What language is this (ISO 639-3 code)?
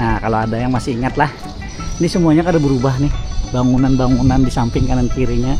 bjn